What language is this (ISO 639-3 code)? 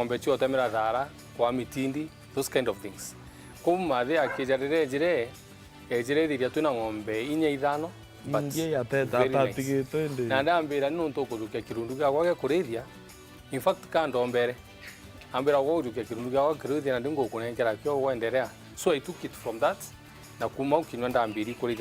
mer